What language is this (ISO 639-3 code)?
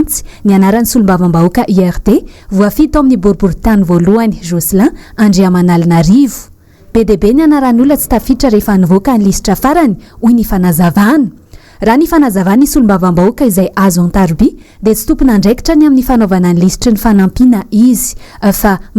mlg